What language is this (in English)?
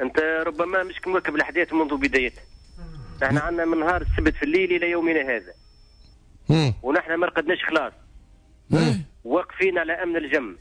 Tunisian Arabic